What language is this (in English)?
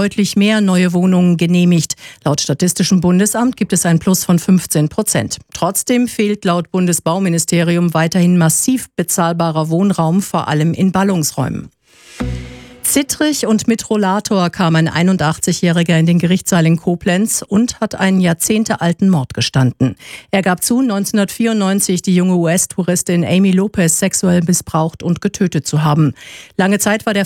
German